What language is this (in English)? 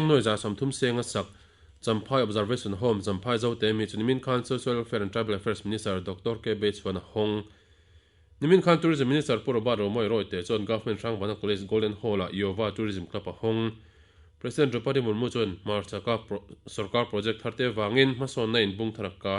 Mizo